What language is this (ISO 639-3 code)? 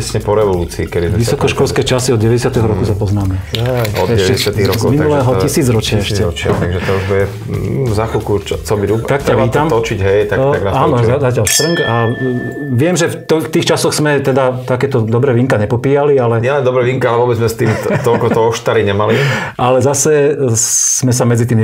slk